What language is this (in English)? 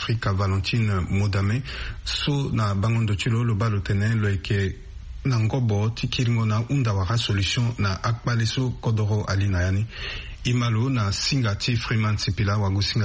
Sango